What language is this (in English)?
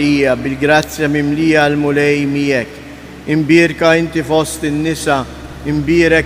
Maltese